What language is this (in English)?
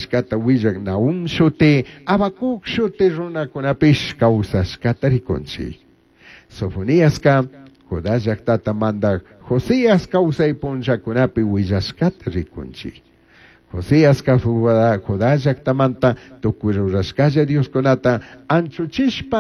Chimborazo Highland Quichua